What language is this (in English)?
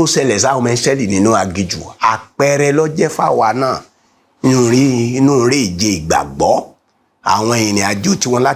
Yoruba